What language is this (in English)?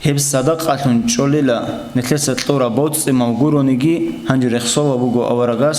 Avaric